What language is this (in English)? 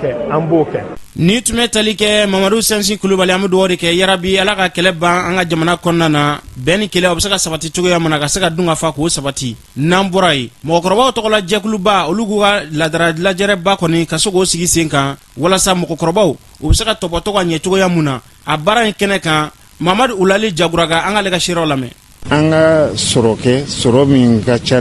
Bambara